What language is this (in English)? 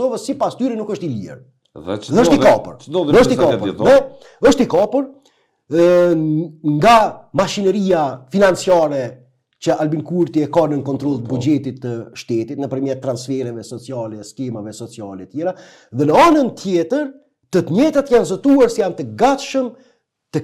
Albanian